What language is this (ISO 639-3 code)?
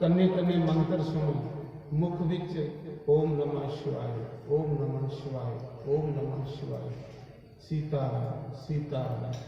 doi